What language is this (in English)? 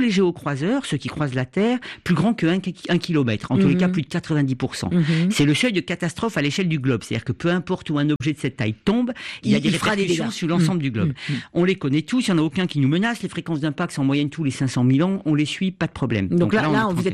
French